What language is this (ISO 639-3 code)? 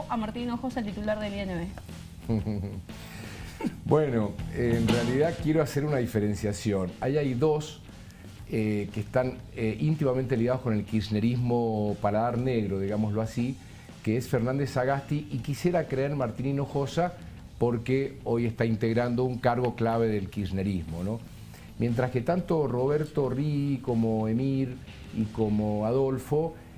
spa